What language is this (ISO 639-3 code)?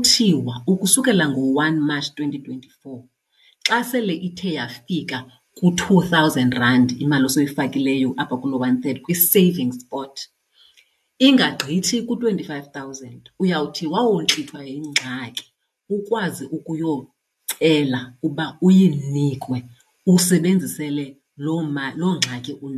xho